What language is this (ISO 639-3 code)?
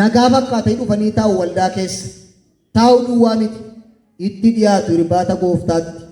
orm